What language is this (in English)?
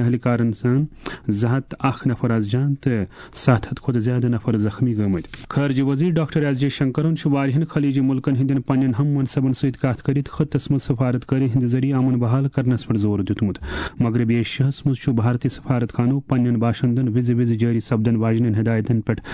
Kashmiri